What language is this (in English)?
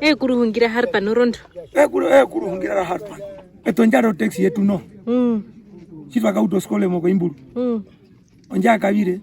Herero